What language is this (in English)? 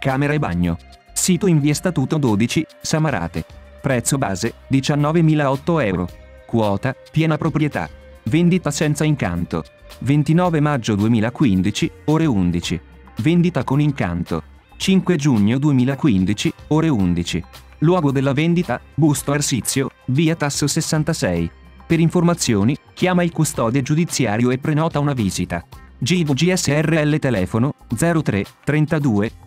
Italian